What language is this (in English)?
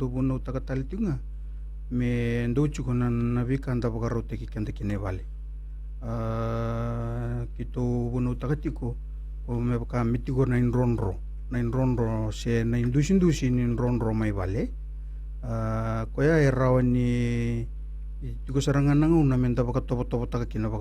Fijian